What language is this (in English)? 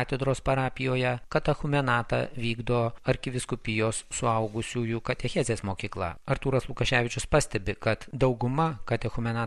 Lithuanian